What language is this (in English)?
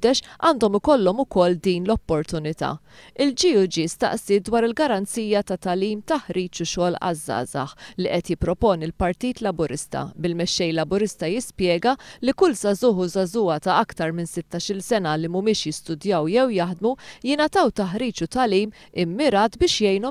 Maltese